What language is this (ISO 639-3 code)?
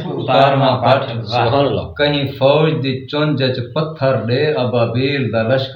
skr